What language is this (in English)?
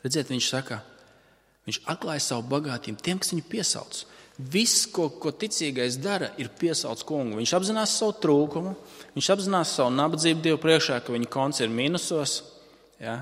Latvian